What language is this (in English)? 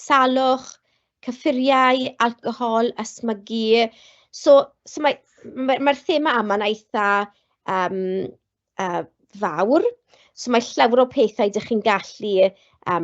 Welsh